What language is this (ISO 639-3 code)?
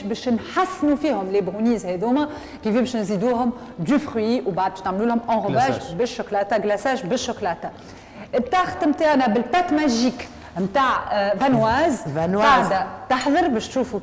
aeb